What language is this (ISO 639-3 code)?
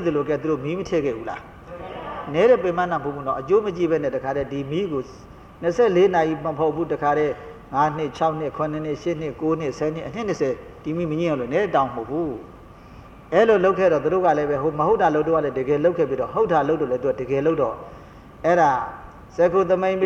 mya